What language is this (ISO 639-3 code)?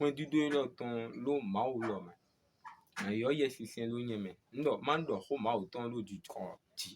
fon